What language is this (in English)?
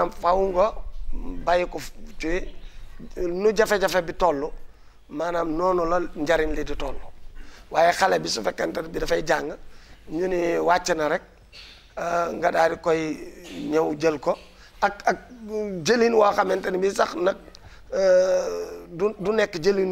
Wolof